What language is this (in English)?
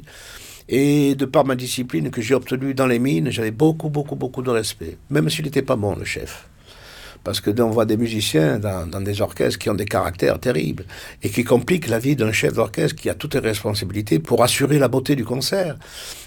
French